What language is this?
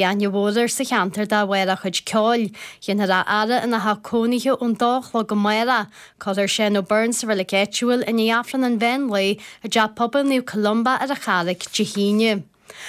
Irish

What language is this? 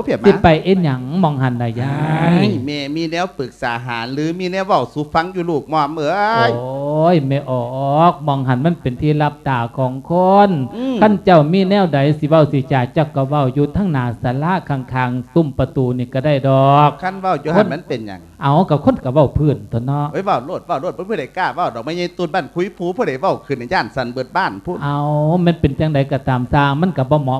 Lao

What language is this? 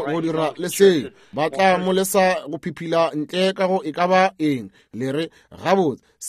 Northern Sotho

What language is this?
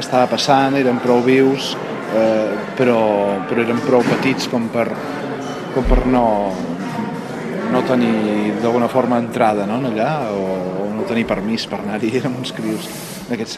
Catalan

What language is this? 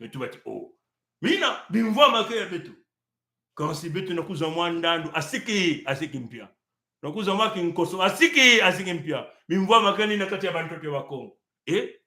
Kituba (Congo)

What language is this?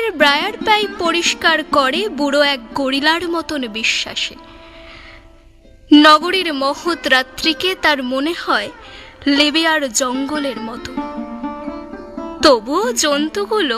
Bangla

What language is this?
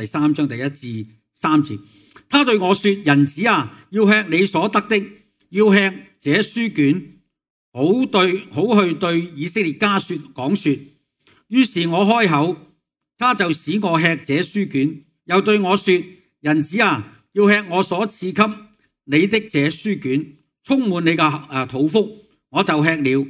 Cantonese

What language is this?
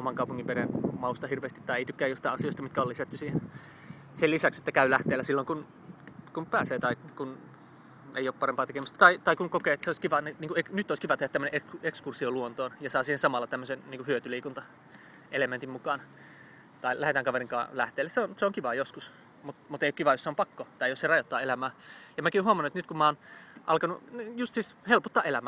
Finnish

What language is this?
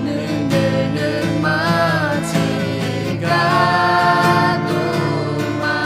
Akha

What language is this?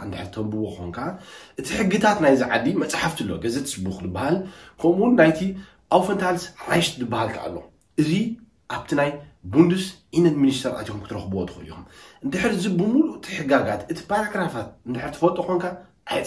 Tigrinya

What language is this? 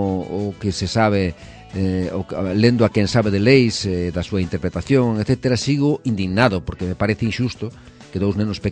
Galician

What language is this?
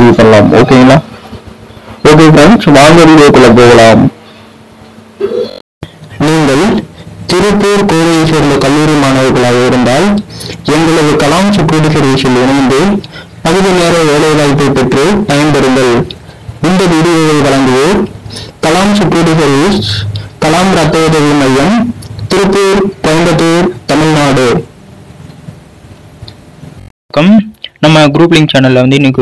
Tamil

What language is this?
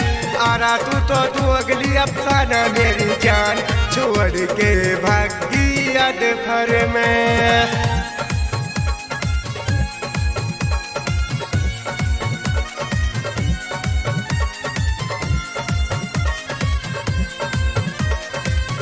Bhojpuri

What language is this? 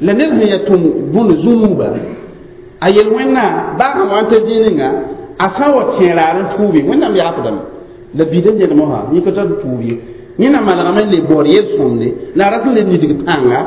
Mossi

